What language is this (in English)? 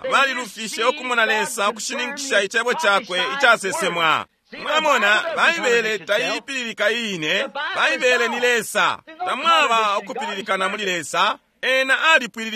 Bemba